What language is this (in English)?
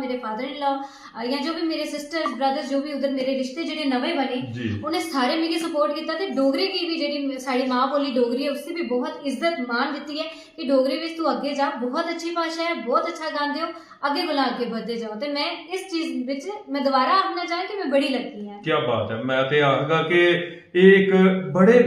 Dogri